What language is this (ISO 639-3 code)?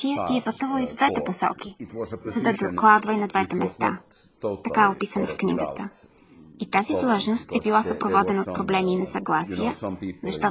bul